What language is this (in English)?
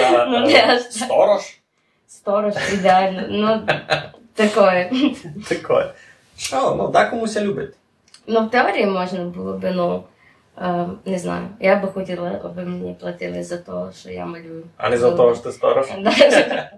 Rusyn